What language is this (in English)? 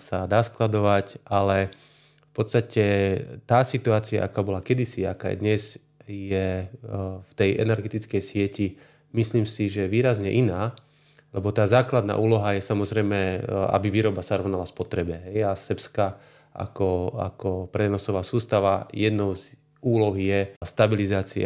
Slovak